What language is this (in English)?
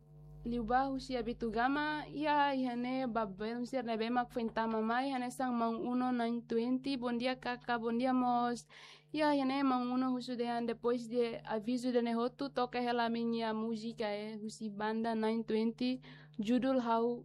Tetum